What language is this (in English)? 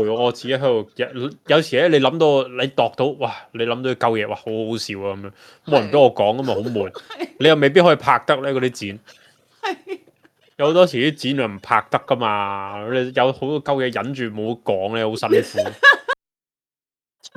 Cantonese